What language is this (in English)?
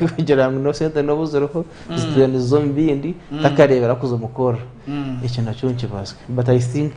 Nyankole